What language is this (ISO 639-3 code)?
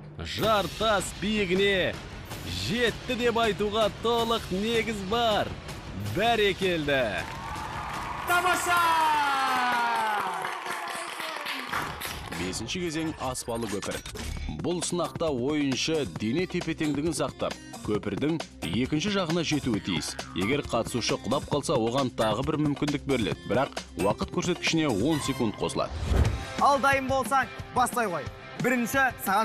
kaz